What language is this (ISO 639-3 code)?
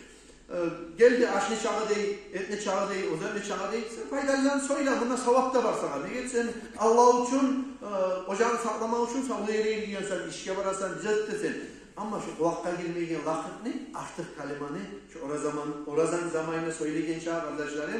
kum